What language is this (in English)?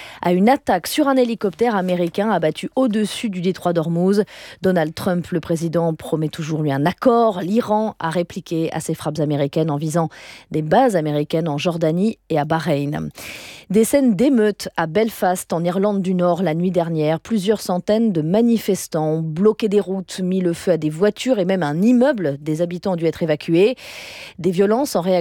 French